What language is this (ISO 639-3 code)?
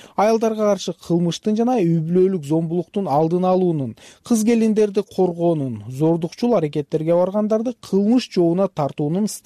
kir